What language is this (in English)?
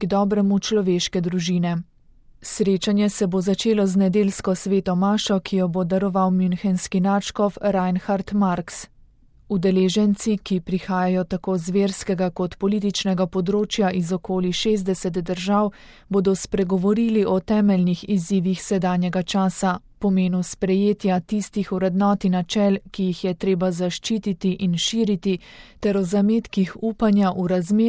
Slovenian